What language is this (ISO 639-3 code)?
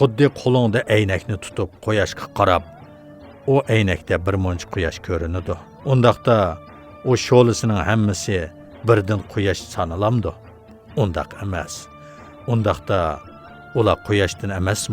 uig